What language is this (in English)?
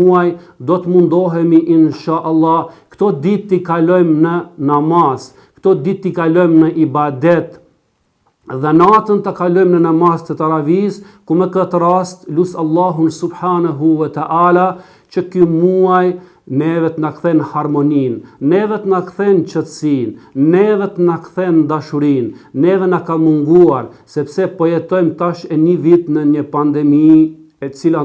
Albanian